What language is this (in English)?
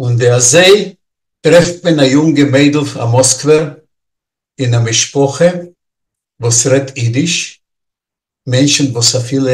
Yiddish